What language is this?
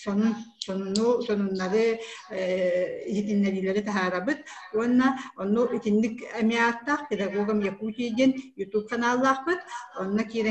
Yakut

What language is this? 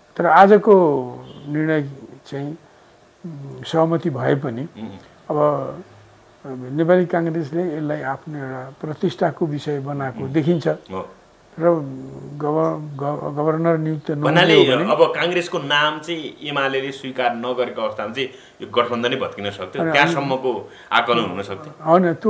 Nepali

